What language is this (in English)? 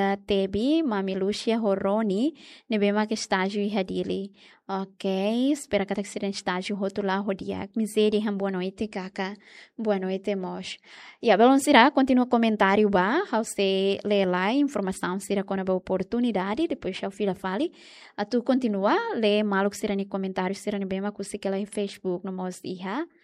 Tetum